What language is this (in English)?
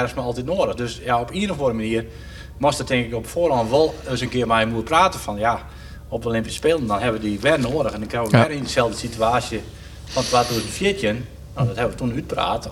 Western Frisian